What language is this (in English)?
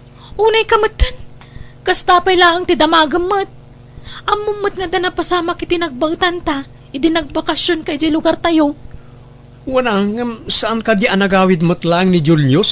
Iloko